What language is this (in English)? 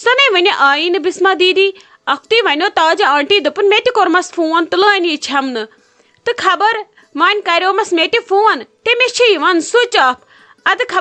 Kashmiri